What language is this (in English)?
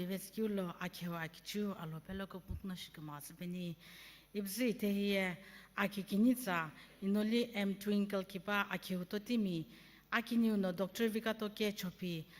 Sumi Naga